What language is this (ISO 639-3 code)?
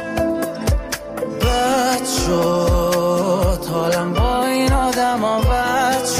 fas